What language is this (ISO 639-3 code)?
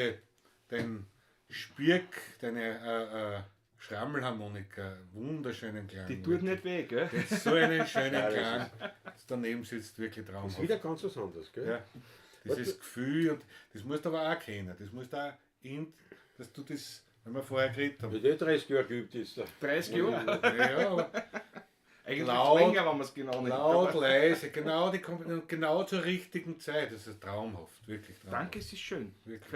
bar